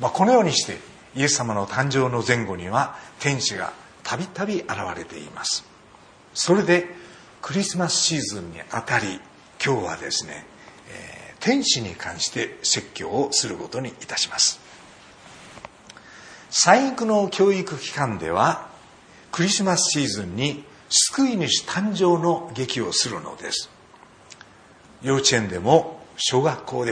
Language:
Japanese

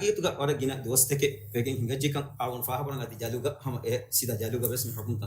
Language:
Divehi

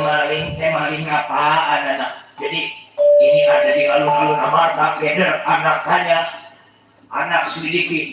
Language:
Betawi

